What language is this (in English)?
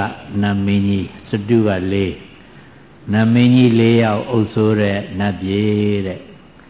Burmese